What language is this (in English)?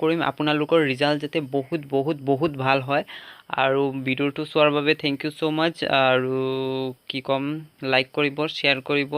Assamese